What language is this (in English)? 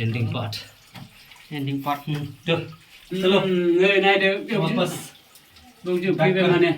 Bodo